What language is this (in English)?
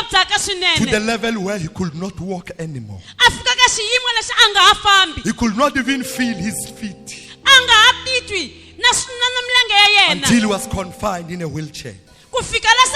Tsonga